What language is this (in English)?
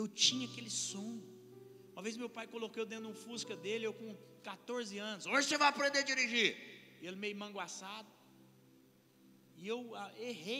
Portuguese